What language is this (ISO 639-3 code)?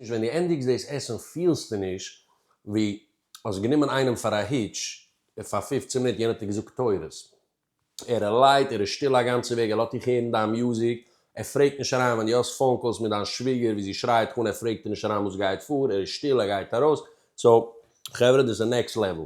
yid